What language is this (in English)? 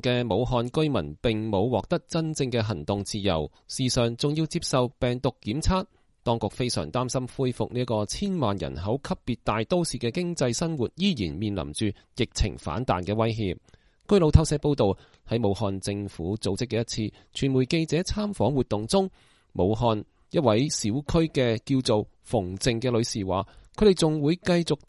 Cantonese